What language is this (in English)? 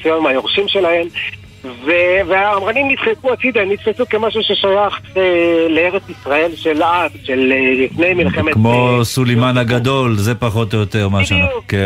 Hebrew